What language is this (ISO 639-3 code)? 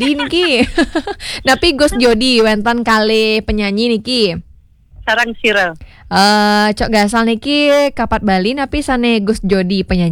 ban